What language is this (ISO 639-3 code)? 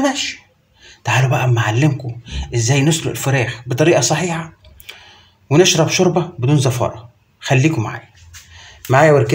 arz